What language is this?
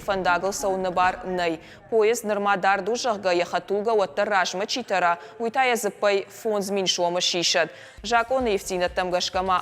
Ossetic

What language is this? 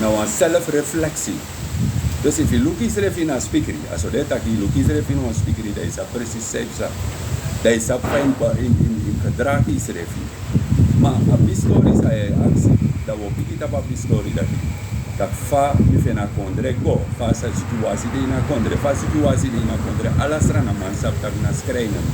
Sranan Tongo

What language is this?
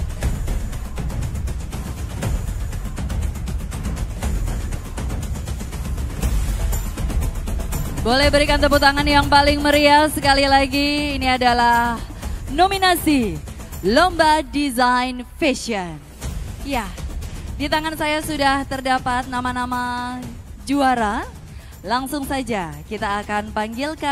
Indonesian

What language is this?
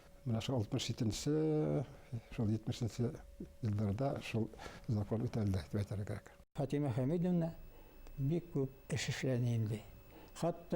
Bashkir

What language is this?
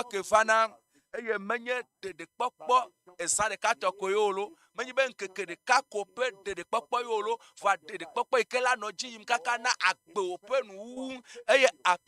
Ewe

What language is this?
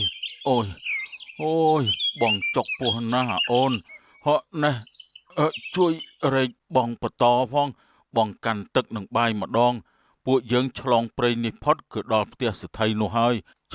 Khmer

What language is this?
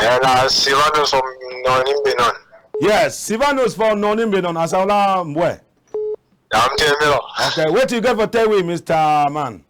Cameroon Pidgin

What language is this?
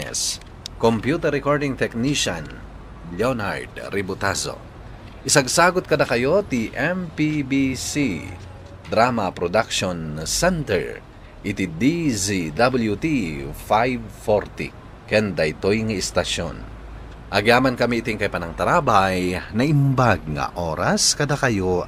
Iloko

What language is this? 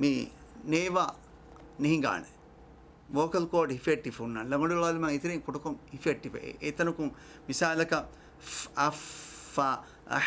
Divehi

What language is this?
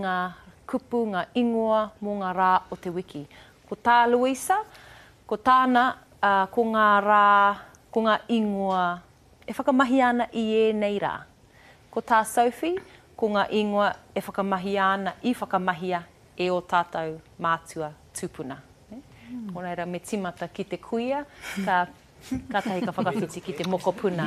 Māori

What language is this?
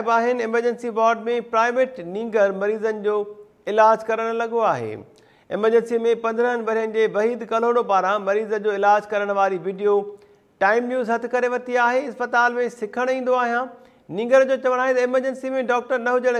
Sindhi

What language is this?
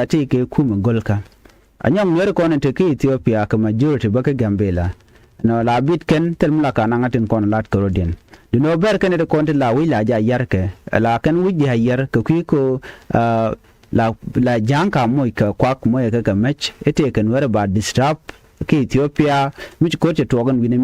Nuer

